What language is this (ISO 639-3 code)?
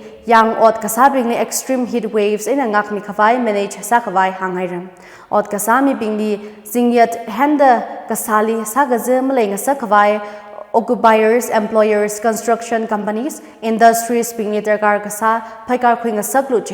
nmf